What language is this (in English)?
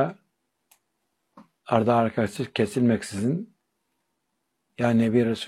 Turkish